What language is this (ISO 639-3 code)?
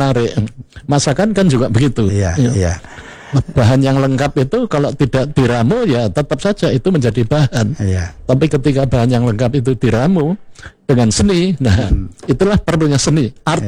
ind